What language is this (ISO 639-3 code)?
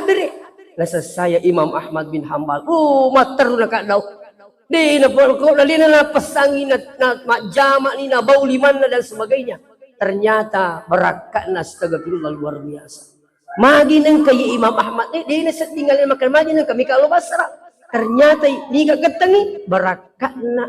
bug